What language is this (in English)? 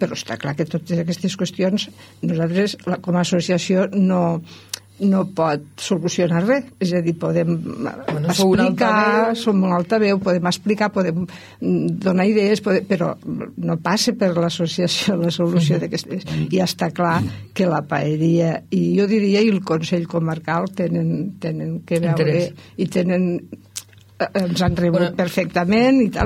Catalan